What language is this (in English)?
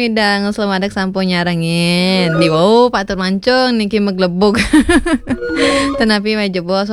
Balinese